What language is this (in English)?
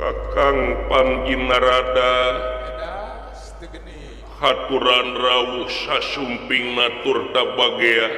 Sundanese